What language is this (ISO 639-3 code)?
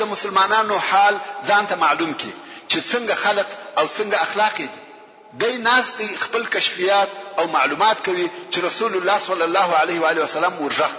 pus